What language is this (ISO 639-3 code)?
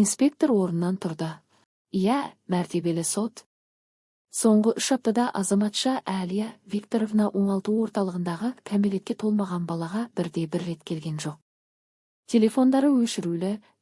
kaz